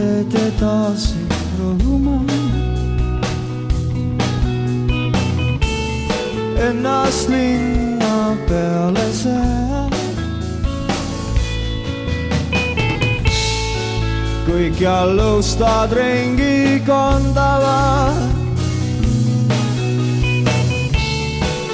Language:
Estonian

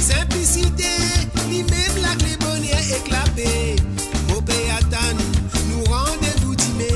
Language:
Morisyen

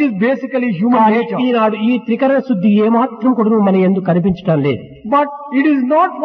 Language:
Telugu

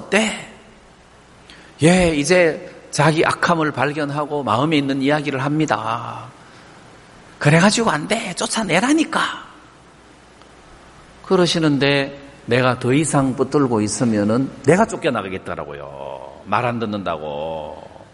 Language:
Korean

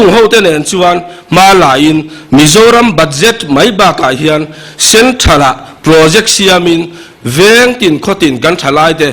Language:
Mizo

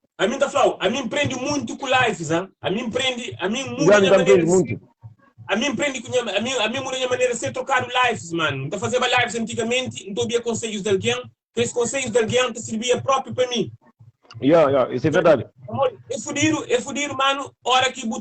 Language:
Kabuverdianu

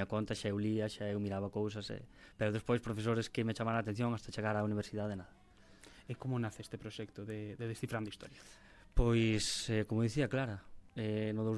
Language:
Galician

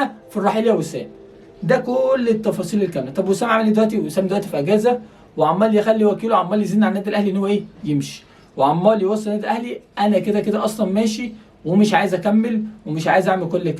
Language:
Egyptian Arabic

